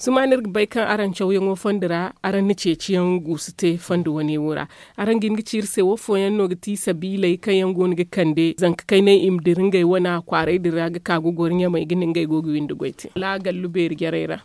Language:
Zarma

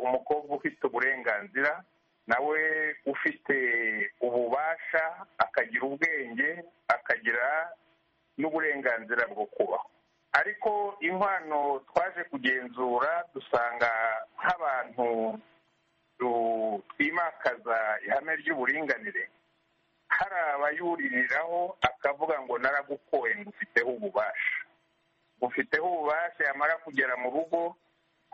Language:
Kinyarwanda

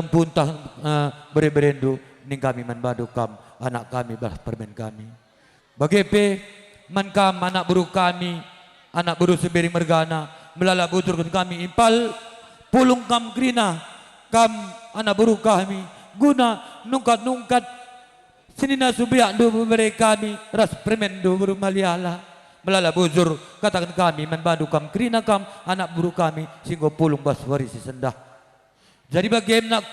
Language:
Batak Karo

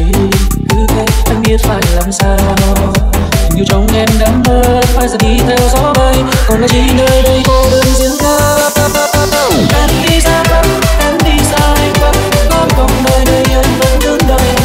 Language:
Vietnamese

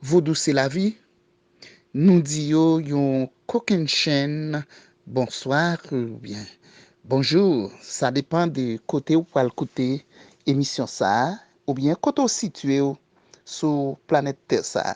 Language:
Haitian Creole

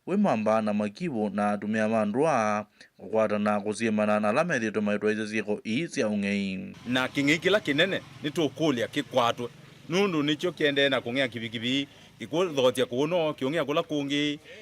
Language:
Kamba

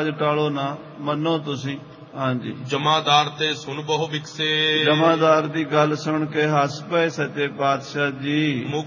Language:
Punjabi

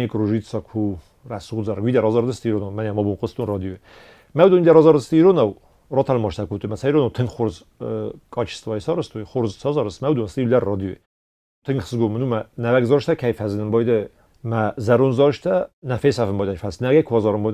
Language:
Ossetic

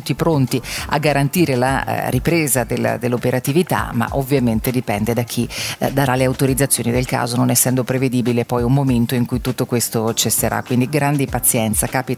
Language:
Italian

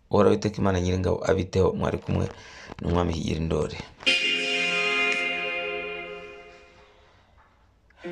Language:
Kinyarwanda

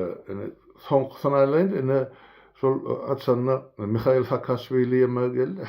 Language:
Turkmen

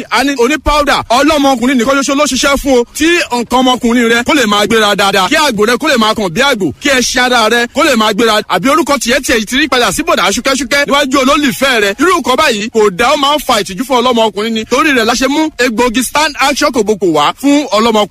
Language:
Yoruba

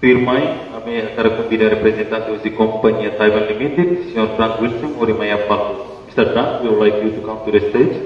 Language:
Tetum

